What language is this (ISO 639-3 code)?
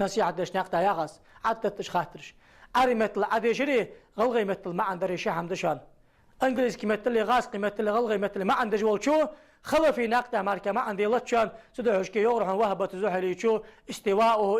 inh